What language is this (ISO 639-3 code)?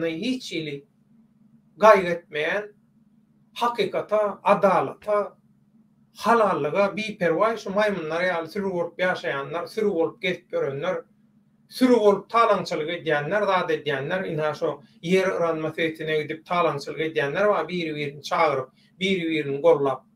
tuk